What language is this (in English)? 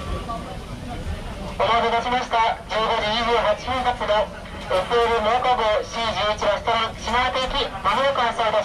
Japanese